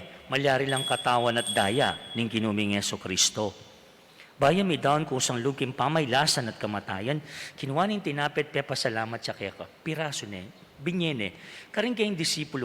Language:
Pampanga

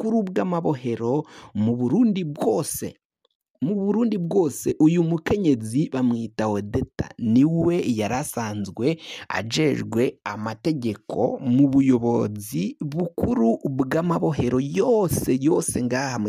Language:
Rundi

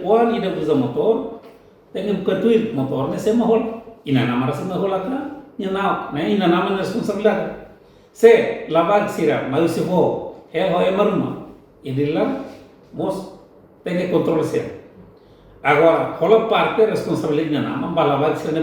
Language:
Tetum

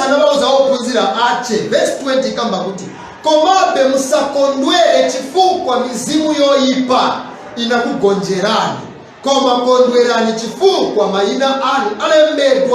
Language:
Nyanja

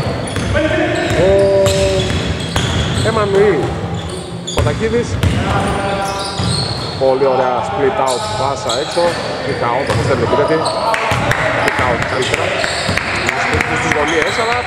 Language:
Greek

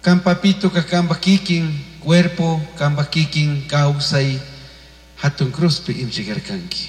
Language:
Chimborazo Highland Quichua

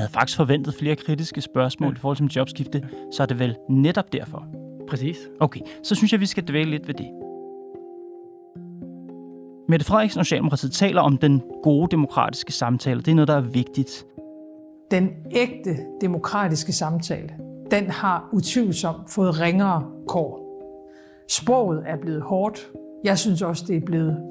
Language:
Danish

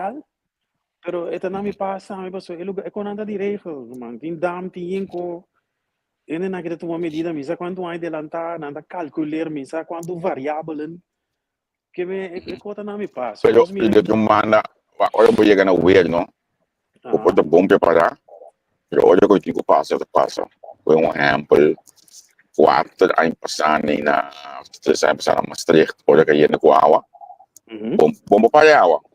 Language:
Papiamento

